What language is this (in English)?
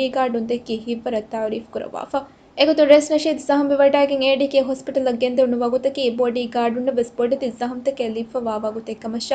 Divehi